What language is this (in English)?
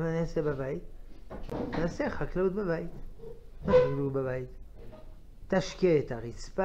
Hebrew